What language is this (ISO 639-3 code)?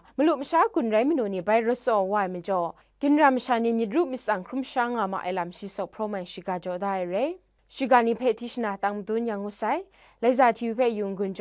kac